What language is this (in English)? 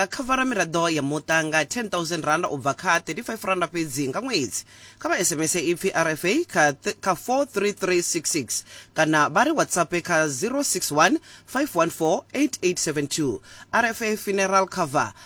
Venda